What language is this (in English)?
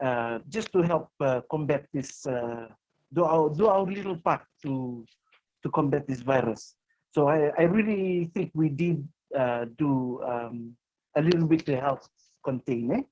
Fijian